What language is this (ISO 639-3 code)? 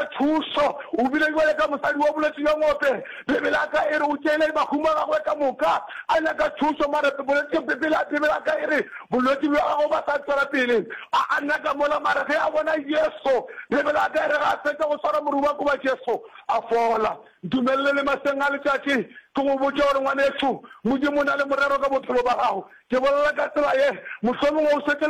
nso